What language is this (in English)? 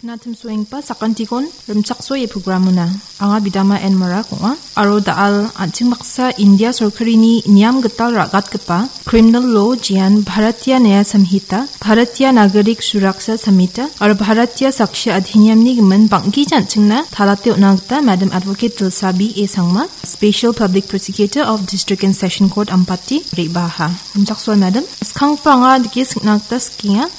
Garo